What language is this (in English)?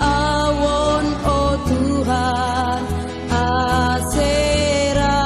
Batak Simalungun